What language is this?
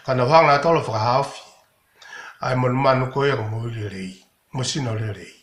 Tongan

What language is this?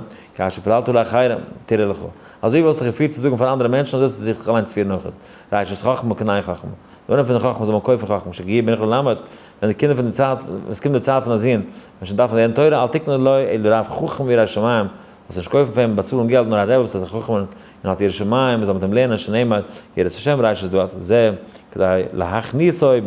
Yiddish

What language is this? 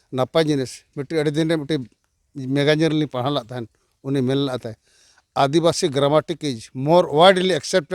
Santali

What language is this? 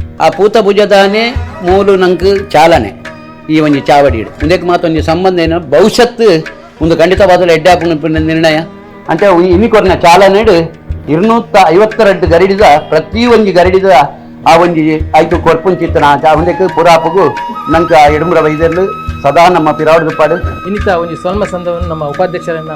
Tulu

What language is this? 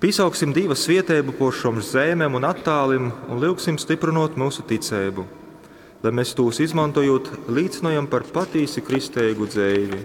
Latgalian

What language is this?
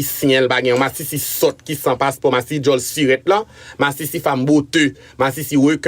Haitian Creole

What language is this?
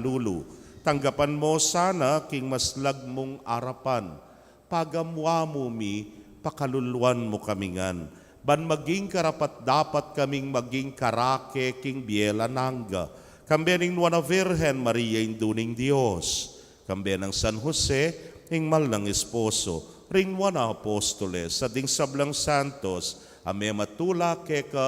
Pampanga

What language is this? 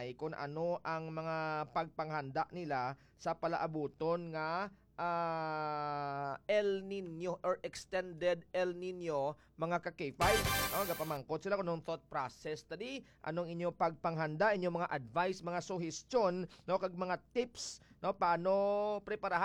Hiligaynon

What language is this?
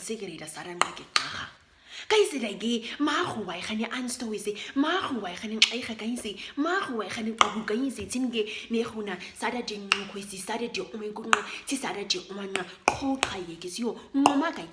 Nama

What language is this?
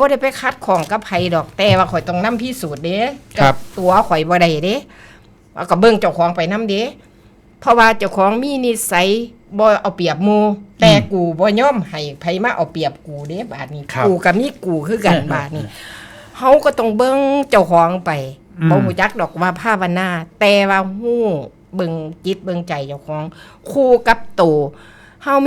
Northeastern Thai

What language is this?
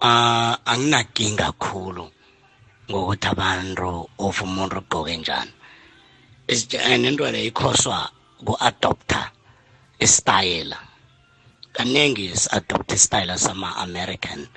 South Ndebele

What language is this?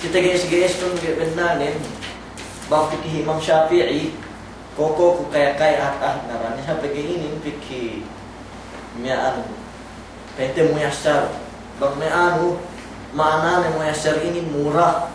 Yakan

